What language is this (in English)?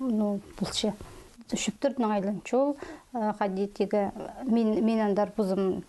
Khakas